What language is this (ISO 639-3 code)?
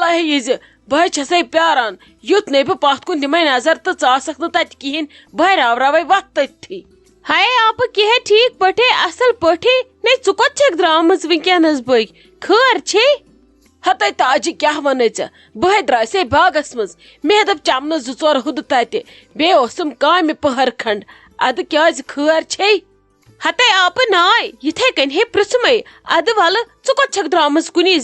kas